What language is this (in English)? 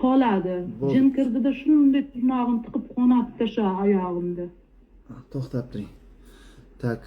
Uzbek